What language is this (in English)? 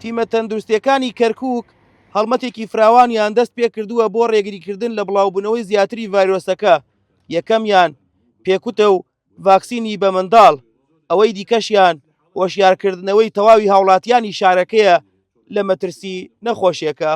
Central Kurdish